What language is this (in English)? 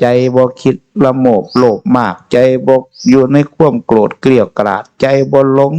Northeastern Thai